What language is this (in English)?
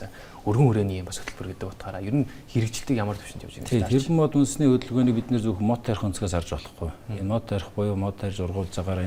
Mongolian